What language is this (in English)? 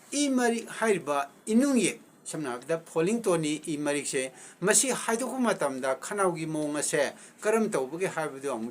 Manipuri